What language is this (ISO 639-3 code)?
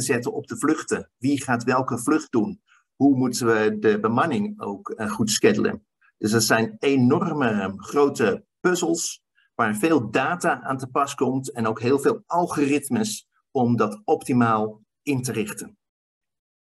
nld